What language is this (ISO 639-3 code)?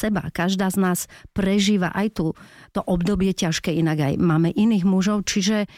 slk